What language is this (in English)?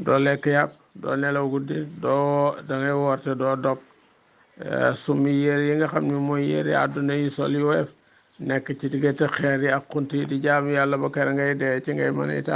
Wolof